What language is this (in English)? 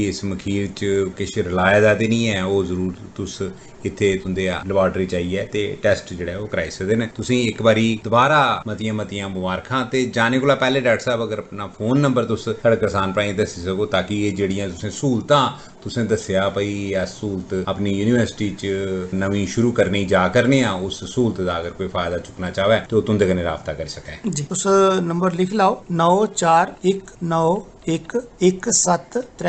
Dogri